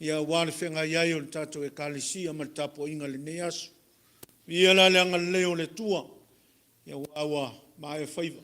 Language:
Samoan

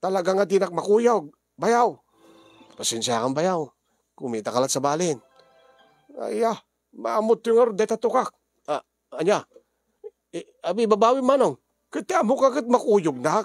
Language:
Iloko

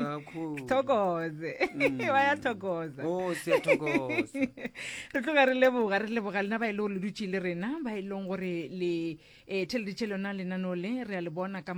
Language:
Northern Sotho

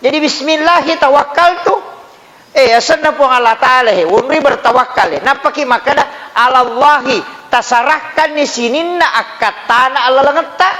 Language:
Buginese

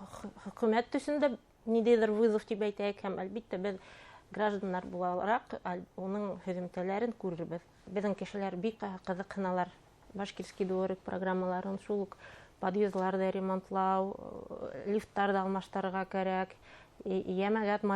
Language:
Bashkir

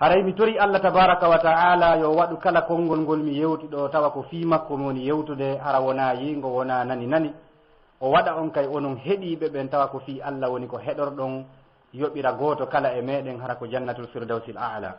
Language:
Fula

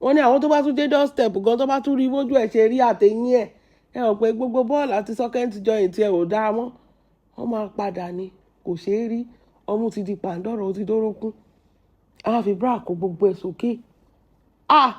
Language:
Yoruba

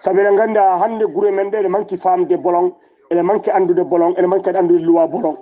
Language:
Fula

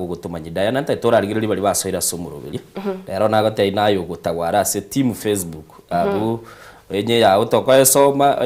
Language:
Gusii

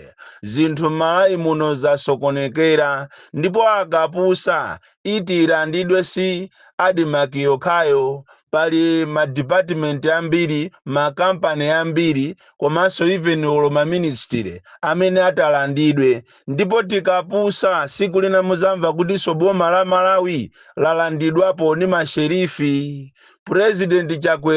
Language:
Nyanja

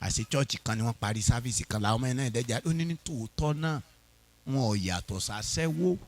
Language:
Yoruba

